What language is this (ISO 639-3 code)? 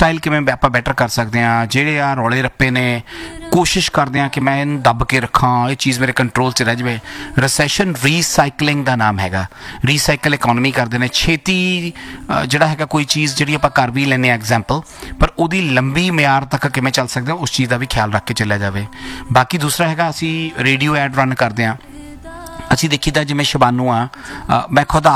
pan